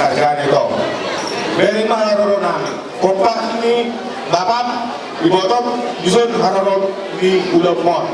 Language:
Batak Toba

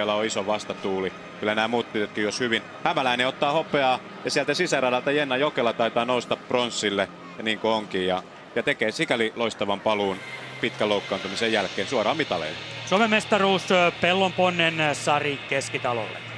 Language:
Finnish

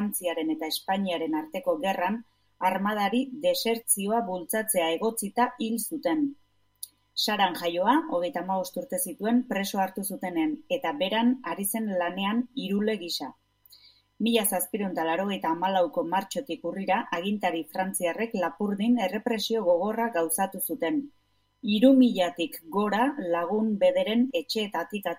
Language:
Basque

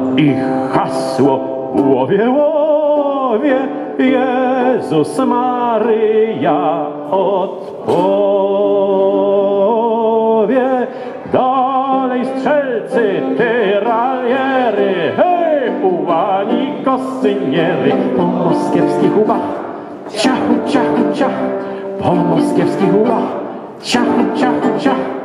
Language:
Polish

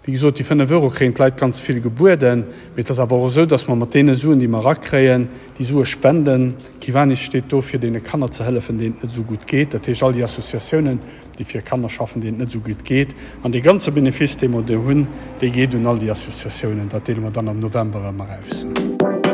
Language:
Luxembourgish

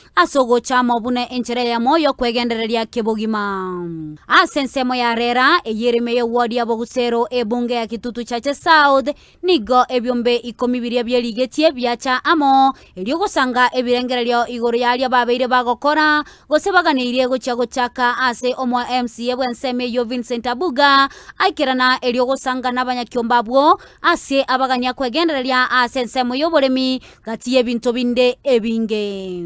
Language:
Gusii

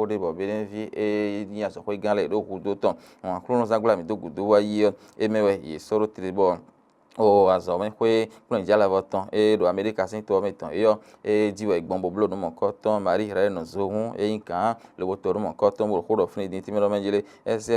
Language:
Fon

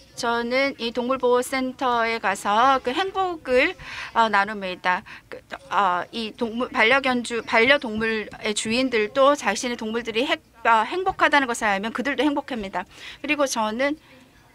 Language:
Korean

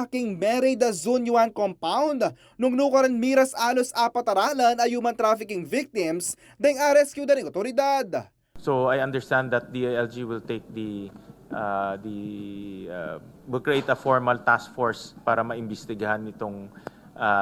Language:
Pampanga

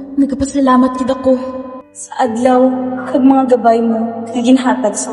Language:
Hiligaynon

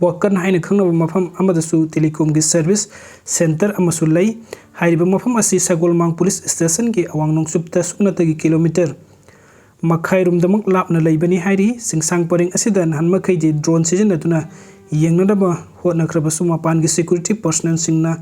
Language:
Manipuri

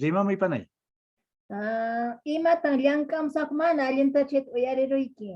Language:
Quechua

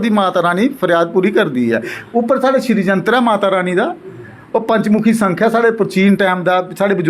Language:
Dogri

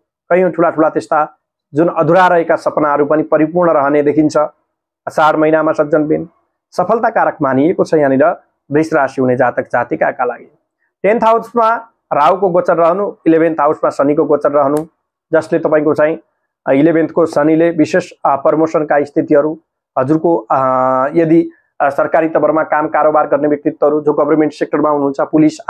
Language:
Nepali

